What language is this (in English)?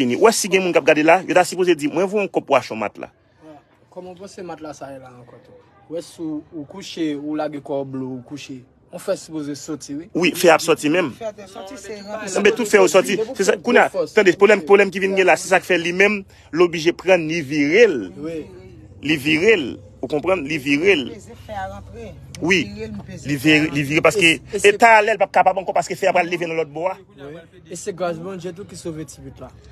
Haitian Creole